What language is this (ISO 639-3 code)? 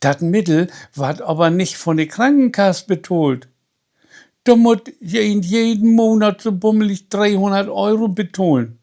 nds